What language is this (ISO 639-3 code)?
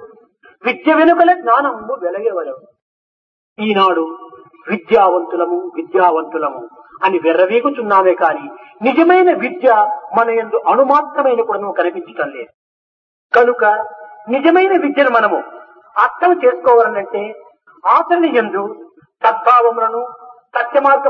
tel